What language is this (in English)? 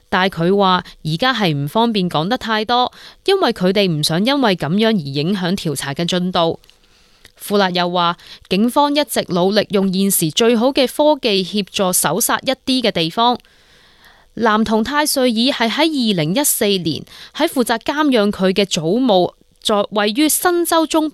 Cantonese